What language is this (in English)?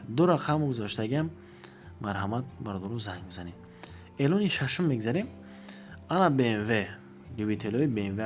Tajik